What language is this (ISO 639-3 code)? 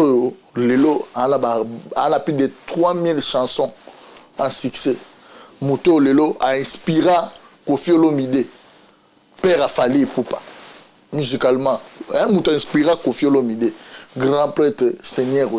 lin